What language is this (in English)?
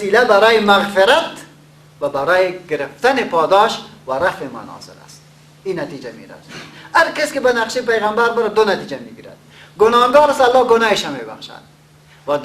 Persian